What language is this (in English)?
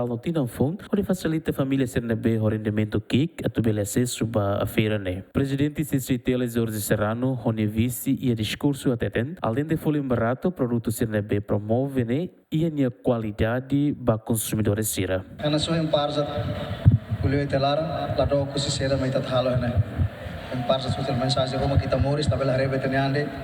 Tetum